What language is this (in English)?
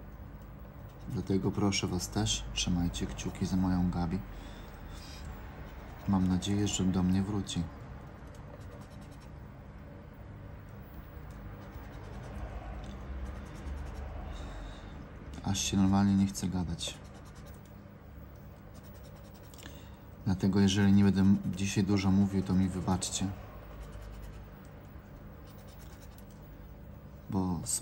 Polish